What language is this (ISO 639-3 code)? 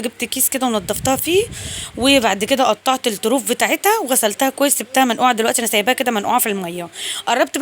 arz